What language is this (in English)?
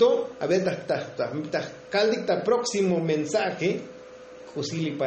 Tzotzil